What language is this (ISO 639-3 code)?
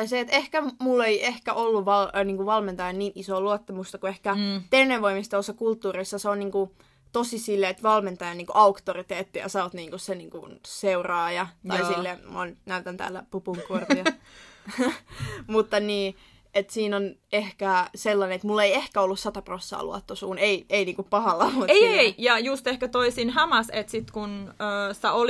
fin